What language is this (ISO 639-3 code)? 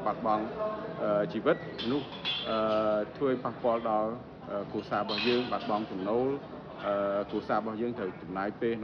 khm